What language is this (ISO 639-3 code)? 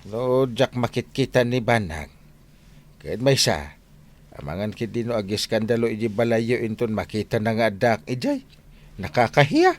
ilo